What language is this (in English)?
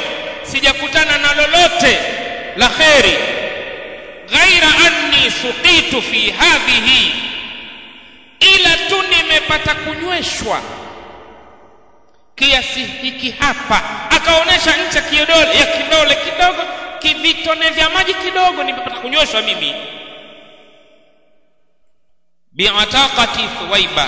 Swahili